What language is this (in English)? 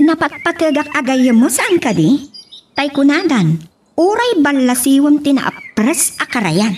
Iloko